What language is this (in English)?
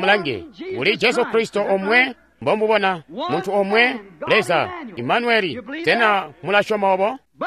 Tonga (Zambia)